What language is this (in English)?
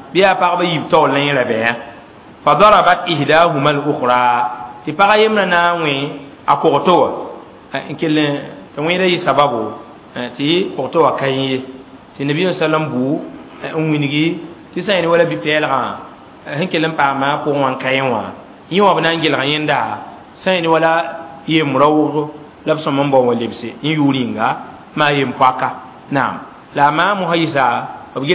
Mossi